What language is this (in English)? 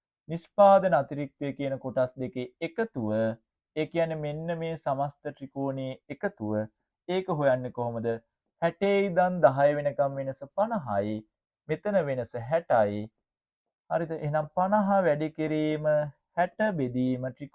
Sinhala